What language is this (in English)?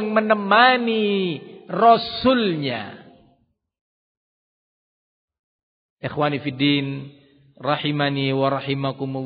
Indonesian